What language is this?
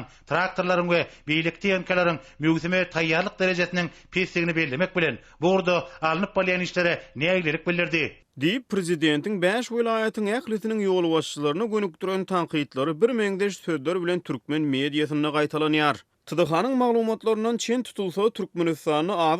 Turkmen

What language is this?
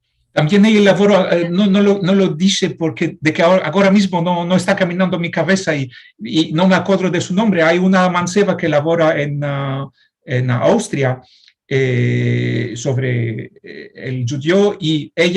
Ladino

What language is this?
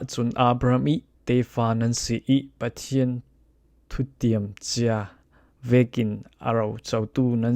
Falam Chin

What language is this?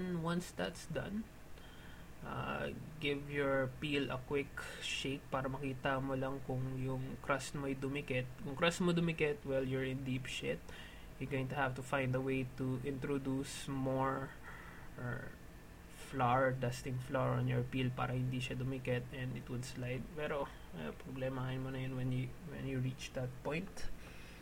Filipino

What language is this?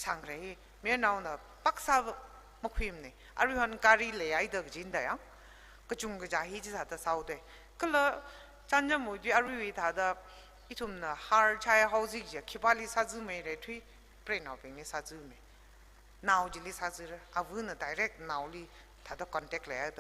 Tangkhul Naga (India)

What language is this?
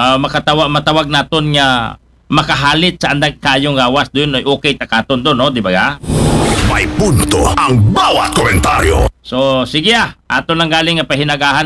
Aklanon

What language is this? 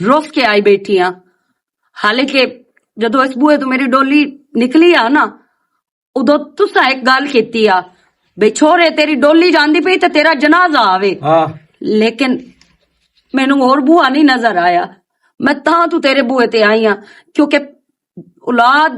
Western Panjabi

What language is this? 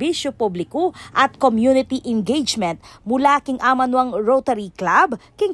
Pampanga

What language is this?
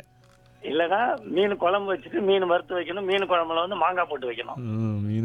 Tamil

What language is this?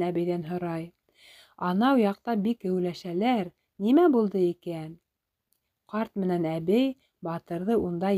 Bashkir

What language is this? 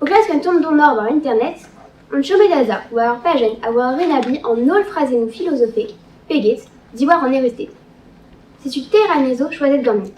Breton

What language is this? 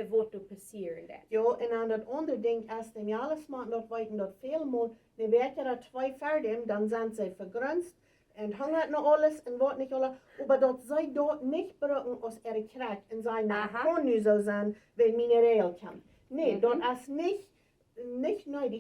Plautdietsch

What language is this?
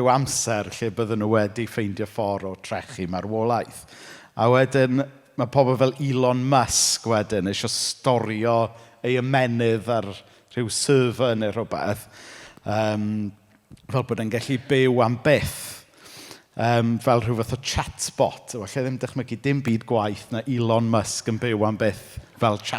Welsh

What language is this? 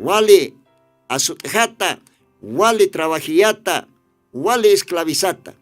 Aymara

